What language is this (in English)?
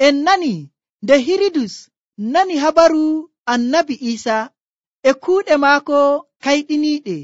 Nigerian Fulfulde